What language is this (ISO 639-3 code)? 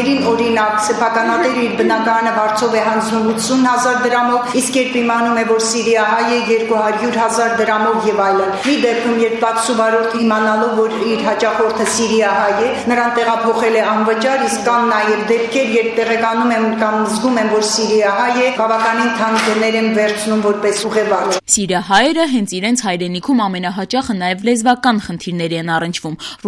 hye